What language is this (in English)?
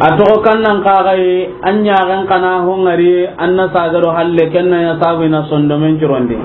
Soninke